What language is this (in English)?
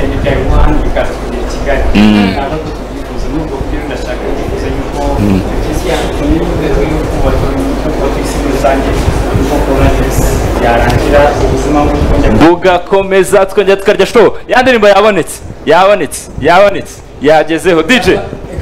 Kinyarwanda